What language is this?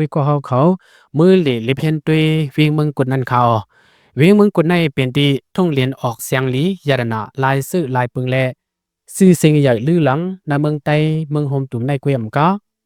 Shan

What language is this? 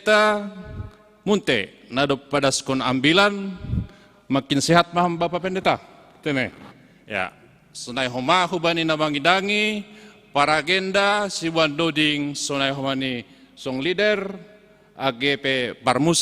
Batak Simalungun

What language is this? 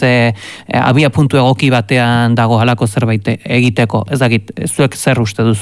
Basque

